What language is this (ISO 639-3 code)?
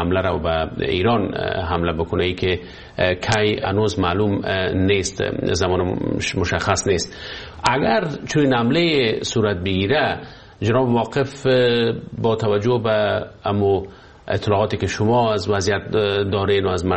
fas